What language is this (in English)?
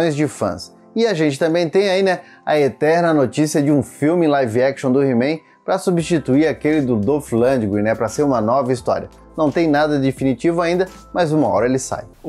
Portuguese